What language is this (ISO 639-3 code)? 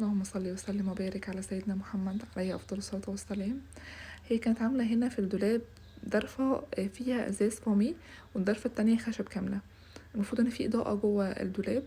arz